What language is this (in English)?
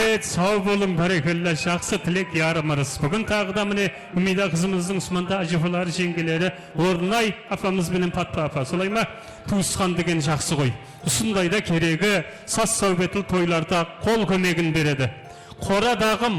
Kara-Kalpak